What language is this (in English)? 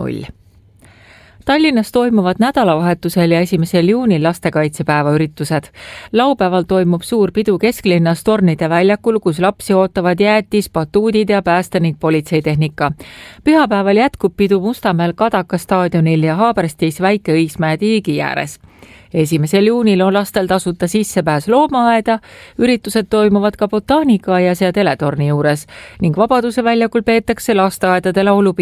Estonian